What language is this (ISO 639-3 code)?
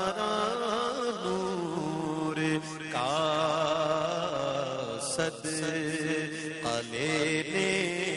urd